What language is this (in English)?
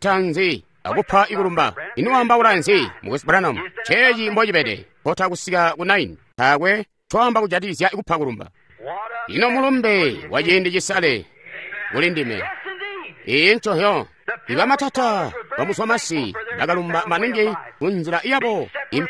Tonga (Zambia)